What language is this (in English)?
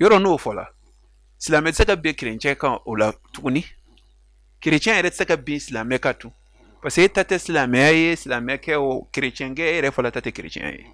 Bambara